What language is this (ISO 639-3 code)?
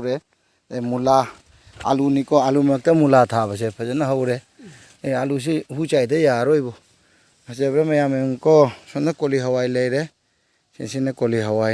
mni